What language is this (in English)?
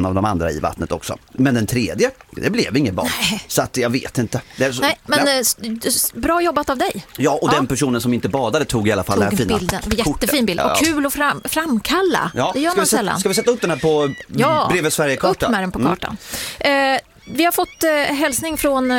Swedish